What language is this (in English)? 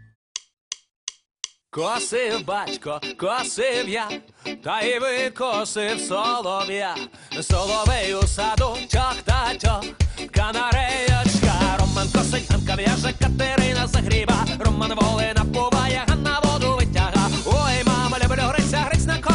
Ukrainian